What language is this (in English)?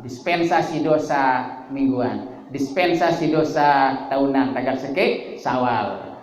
Sasak